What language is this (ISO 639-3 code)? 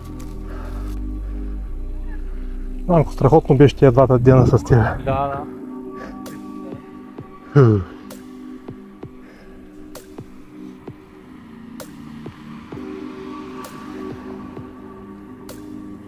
bul